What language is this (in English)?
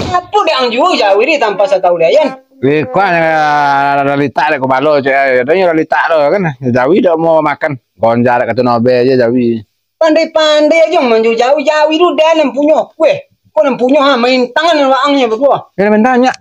Minangkabau